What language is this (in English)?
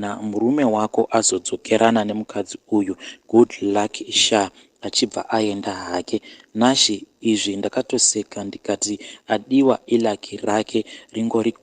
Shona